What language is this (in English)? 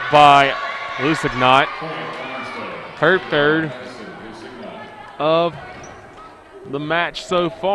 English